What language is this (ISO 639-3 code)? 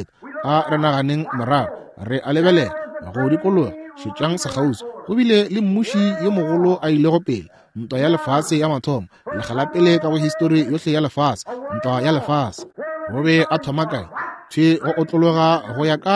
nso